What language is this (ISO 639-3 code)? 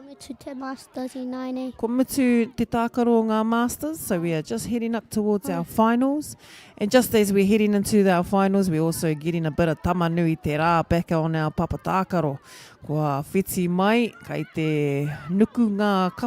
mri